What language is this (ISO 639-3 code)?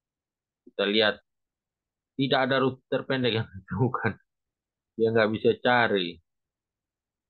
ind